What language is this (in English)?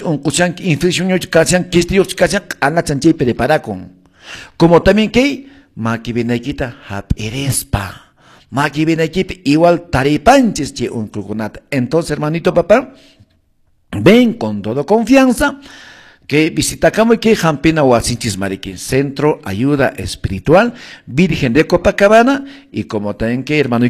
Quechua